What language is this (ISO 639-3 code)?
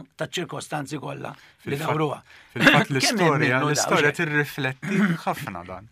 mlt